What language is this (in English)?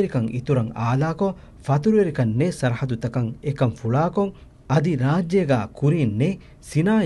Divehi